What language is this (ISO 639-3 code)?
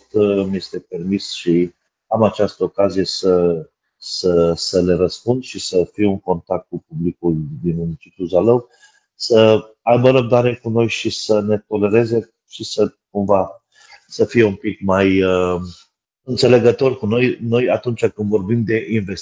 ron